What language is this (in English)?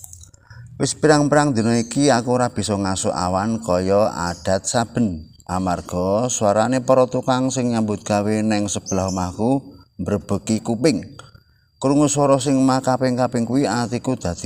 Javanese